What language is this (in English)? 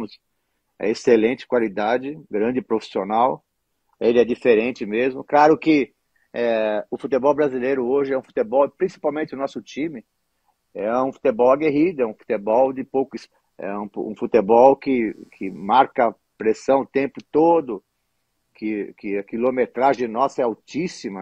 Portuguese